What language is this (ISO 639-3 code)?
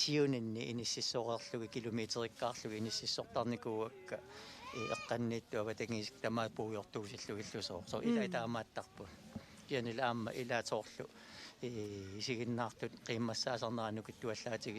kal